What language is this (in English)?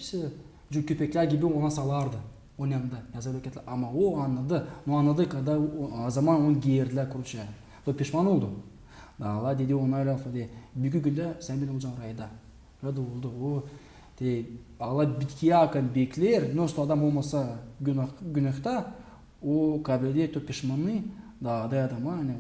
Gagauz